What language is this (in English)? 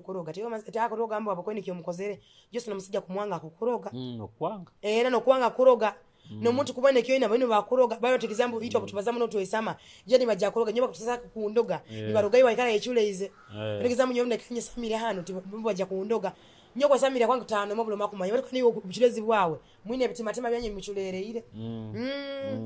Nyoro